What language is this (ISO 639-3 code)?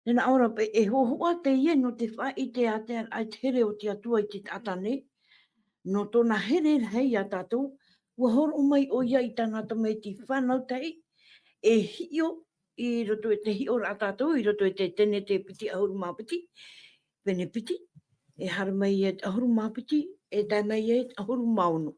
tah